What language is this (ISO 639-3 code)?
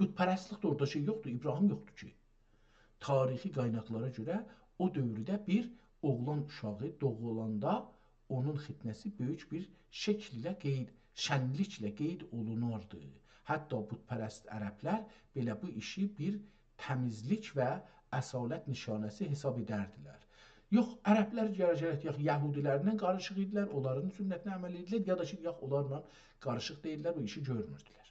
azb